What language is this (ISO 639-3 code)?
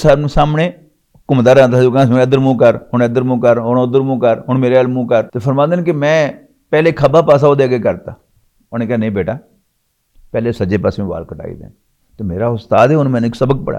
lah